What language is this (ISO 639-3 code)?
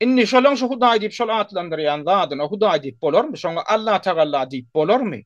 tuk